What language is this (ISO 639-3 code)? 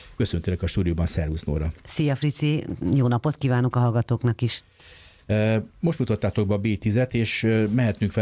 hun